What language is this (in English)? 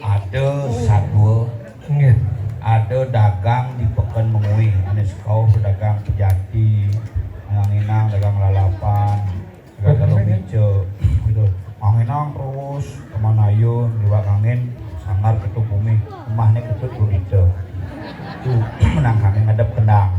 Balinese